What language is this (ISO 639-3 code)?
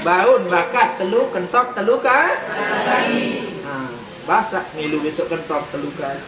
sas